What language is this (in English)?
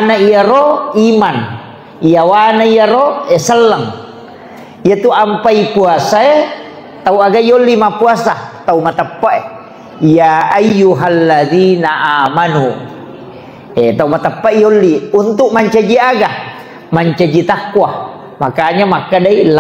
Buginese